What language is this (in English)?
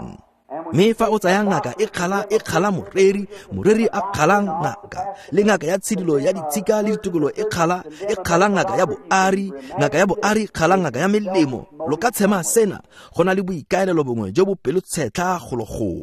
Tswana